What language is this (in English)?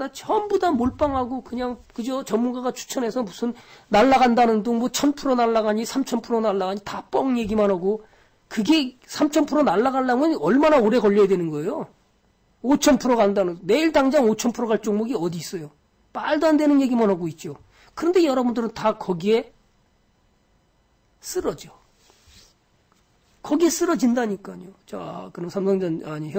Korean